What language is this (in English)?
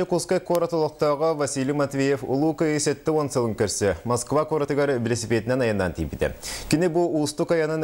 Yakut